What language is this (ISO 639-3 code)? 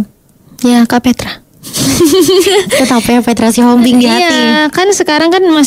ind